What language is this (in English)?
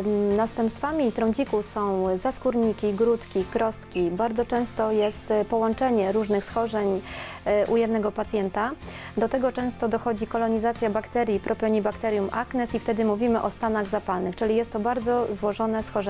Polish